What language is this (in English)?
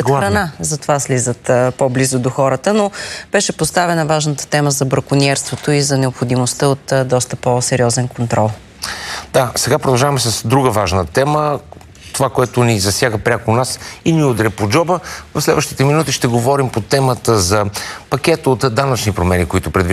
Bulgarian